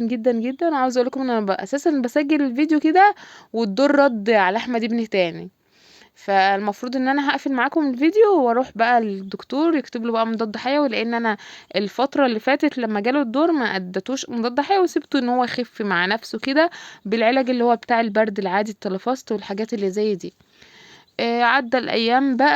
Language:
Egyptian Arabic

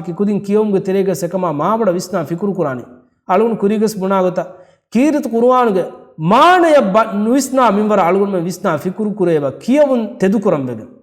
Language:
Divehi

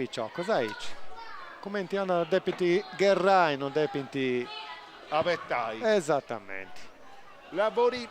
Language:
Sardinian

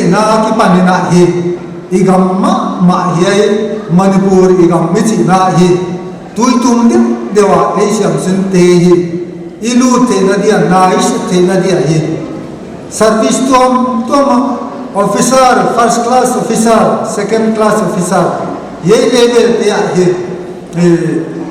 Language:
Paite Chin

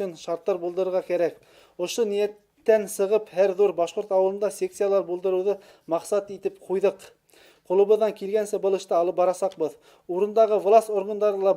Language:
Bashkir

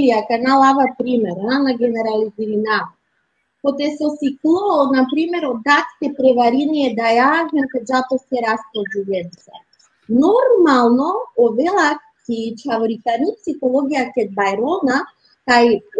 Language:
Balkan Romani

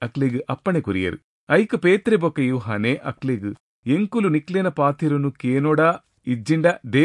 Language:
Tulu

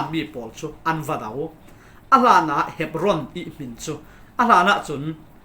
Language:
Falam Chin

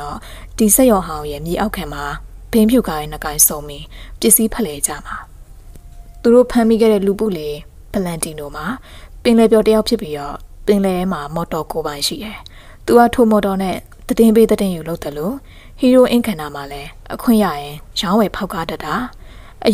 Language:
Burmese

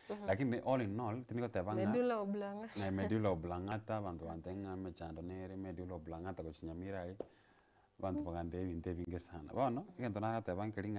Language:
Gusii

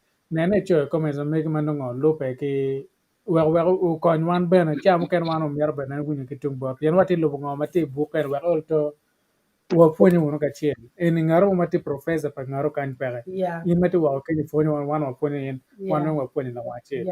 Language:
Acoli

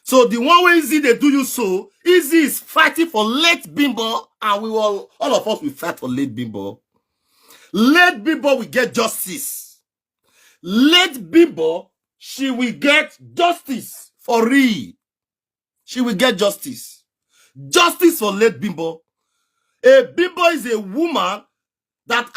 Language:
Nigerian Pidgin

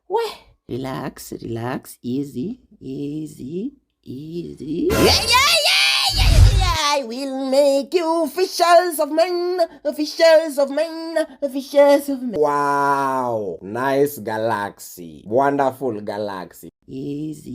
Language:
Nigerian Pidgin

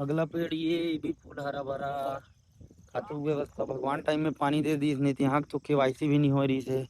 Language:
Chhattisgarhi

